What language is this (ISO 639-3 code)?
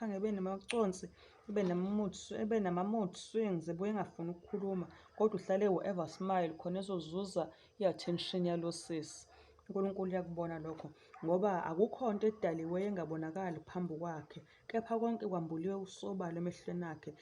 zul